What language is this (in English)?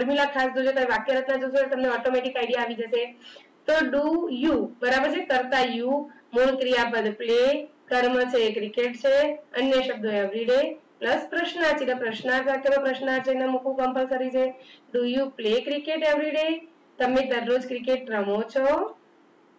Gujarati